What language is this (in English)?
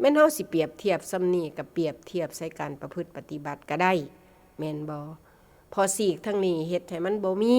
Northeastern Thai